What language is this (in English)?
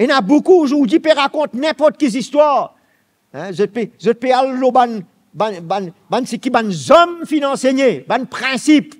Morisyen